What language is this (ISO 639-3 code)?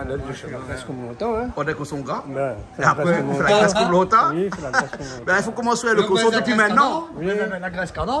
rcf